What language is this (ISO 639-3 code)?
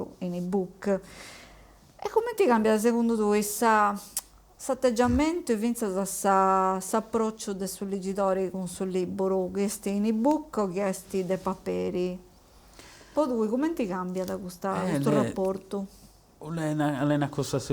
srd